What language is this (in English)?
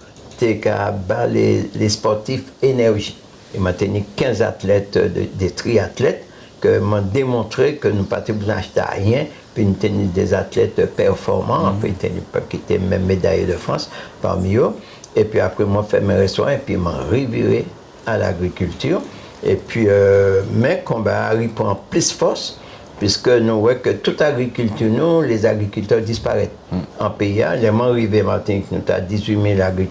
Guadeloupean Creole French